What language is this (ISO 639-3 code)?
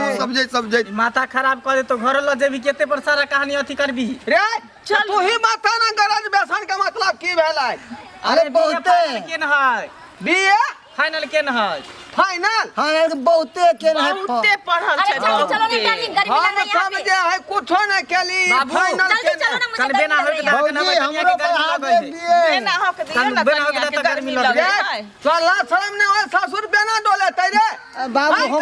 mai